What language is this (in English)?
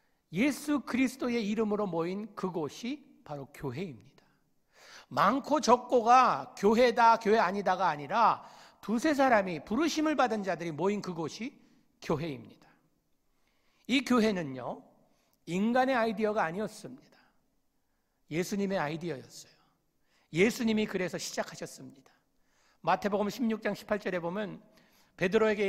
Korean